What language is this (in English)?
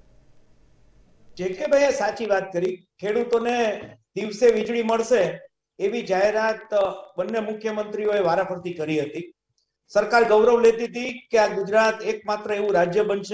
Gujarati